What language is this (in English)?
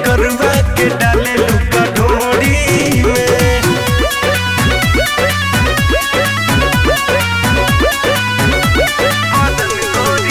Bhojpuri